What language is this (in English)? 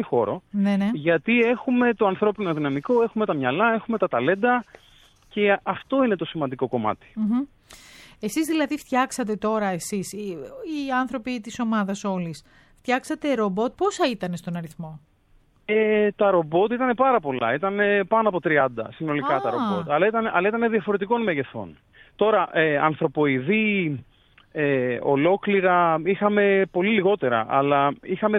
Greek